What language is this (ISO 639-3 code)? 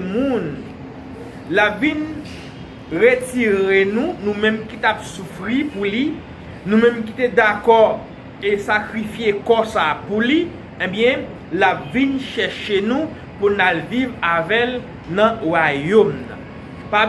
hat